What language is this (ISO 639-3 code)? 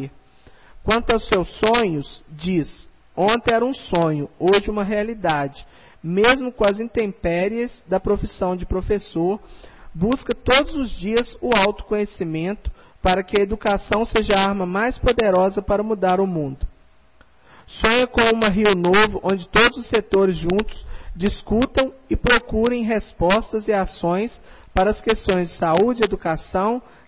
por